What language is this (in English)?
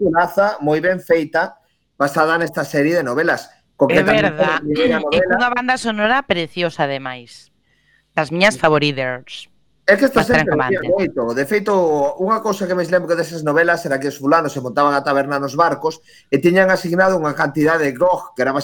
Galician